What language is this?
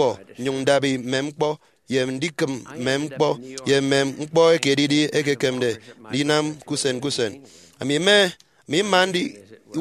Efik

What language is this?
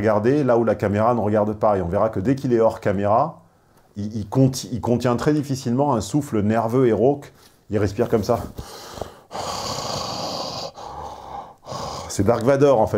French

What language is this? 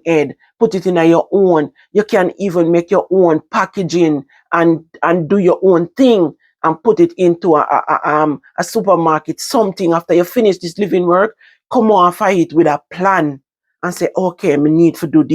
Jamaican Creole English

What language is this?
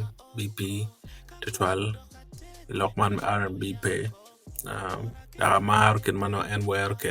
Acoli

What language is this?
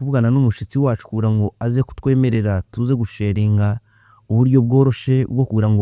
Kinyarwanda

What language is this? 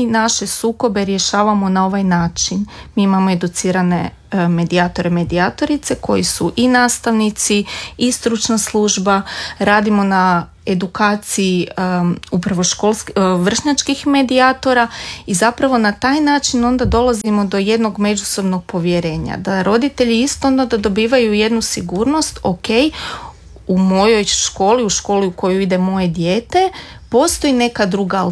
Croatian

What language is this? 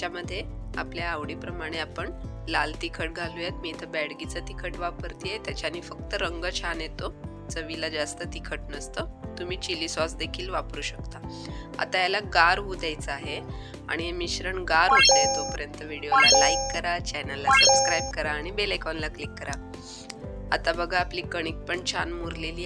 Marathi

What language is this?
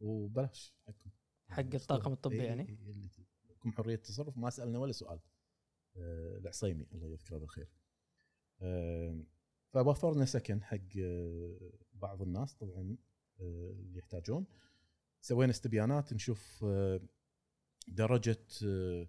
Gulf Arabic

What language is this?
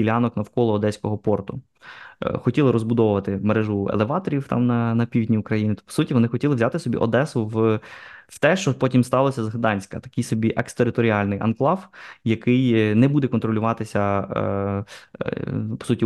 Ukrainian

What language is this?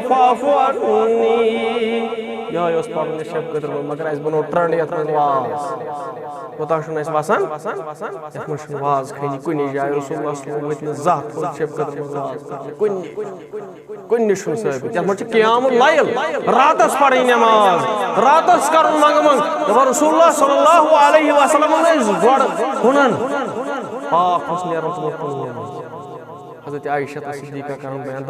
Kashmiri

